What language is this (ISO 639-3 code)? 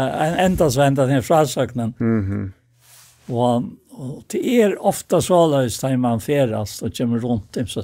fao